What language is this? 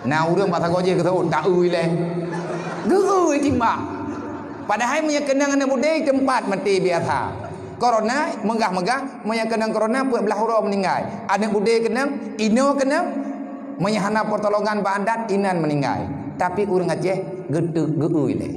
Achinese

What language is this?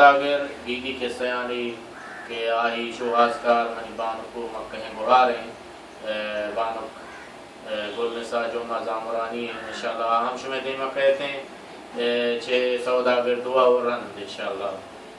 Baluchi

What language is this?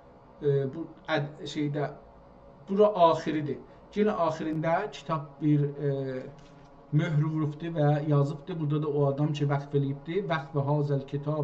South Azerbaijani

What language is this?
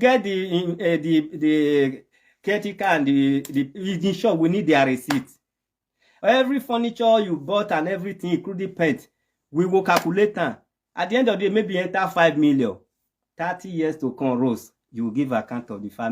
Nigerian Pidgin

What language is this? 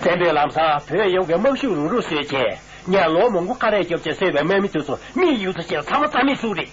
Tibetan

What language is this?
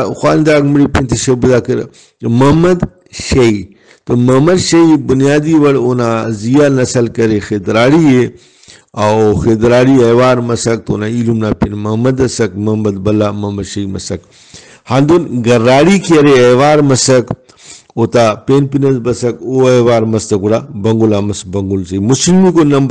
Brahui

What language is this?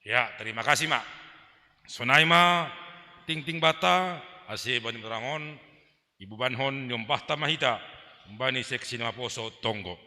Batak Simalungun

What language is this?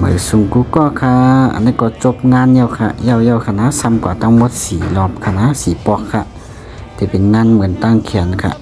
Shan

